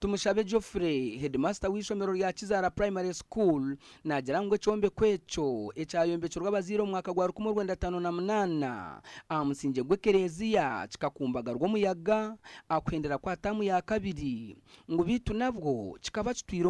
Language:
Nyankole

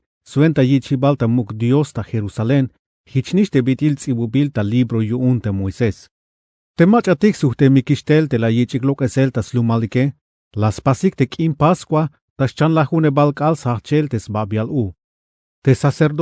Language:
Tzeltal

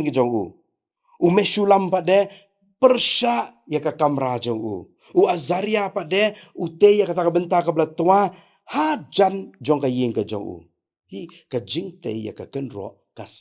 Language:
Khasi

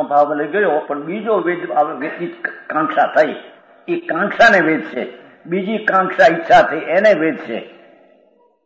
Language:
Gujarati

